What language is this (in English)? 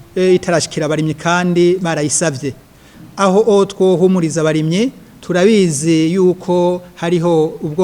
Rundi